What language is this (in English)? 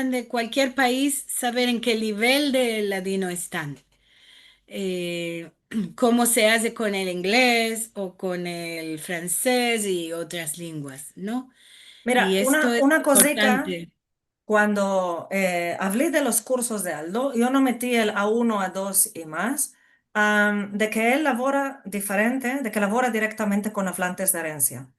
Ladino